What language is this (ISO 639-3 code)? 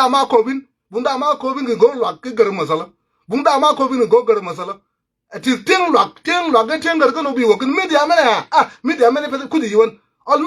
nus